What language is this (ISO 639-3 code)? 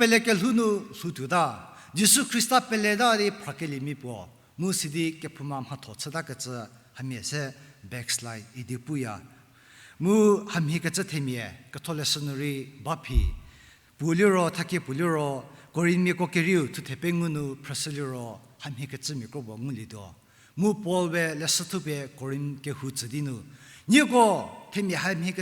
njm